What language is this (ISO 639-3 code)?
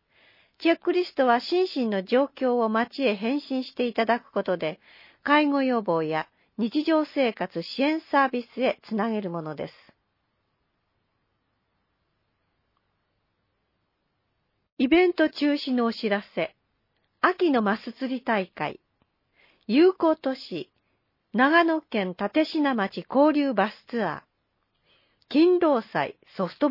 jpn